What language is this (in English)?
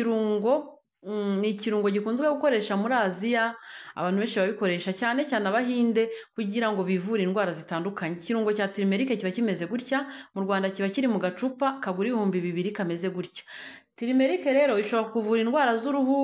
Kinyarwanda